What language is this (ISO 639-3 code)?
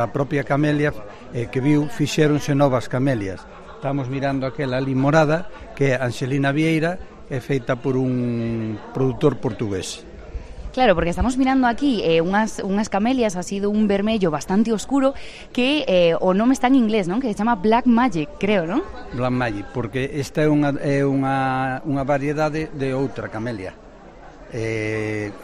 glg